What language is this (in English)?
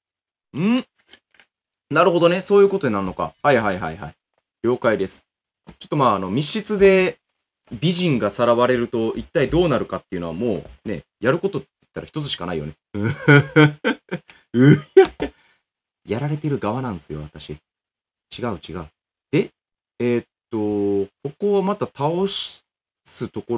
Japanese